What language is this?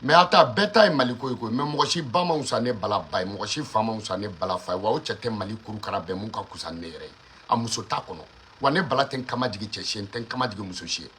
Bambara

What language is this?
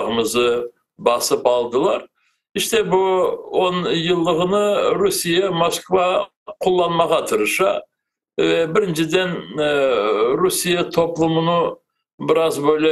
Crimean Tatar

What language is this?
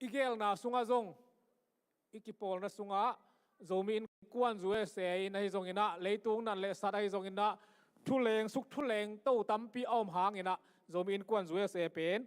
Tedim Chin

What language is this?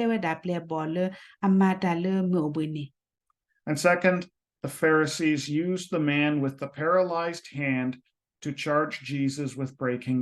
S'gaw Karen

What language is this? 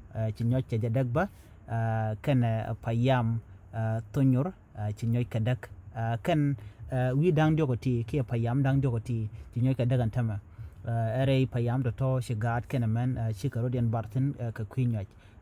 Nuer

